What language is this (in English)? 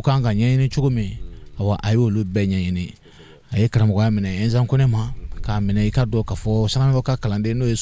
Bambara